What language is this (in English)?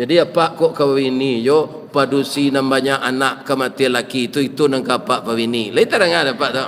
Minangkabau